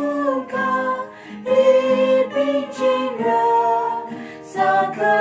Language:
Tangkhul Naga (India)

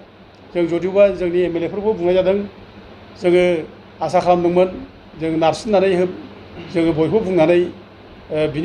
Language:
Bodo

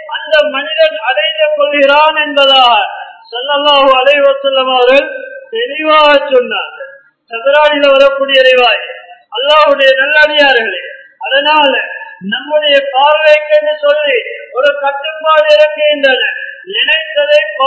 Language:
Tamil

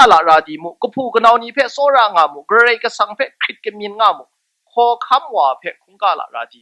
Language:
Kachin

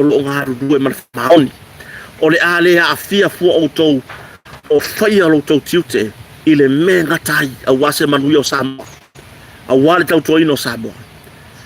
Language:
Samoan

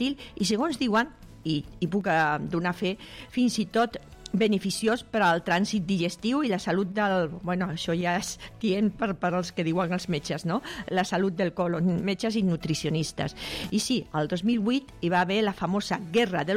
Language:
Catalan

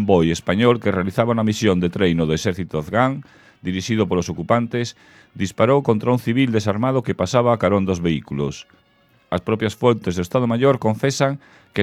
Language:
Galician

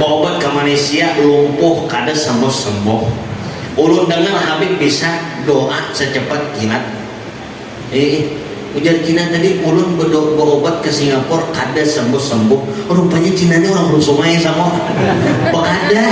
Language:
Banjar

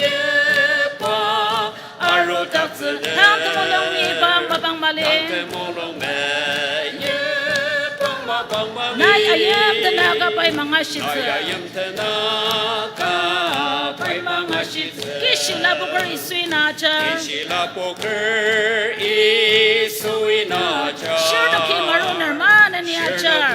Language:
Ao Naga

